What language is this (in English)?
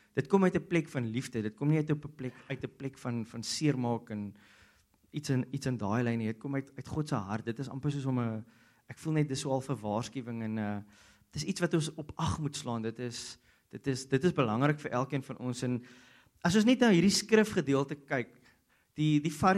Afrikaans